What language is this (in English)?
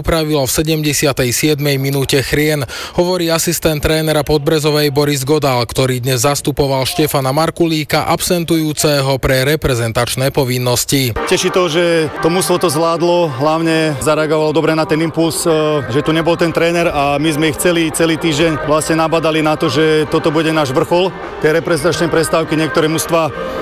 Slovak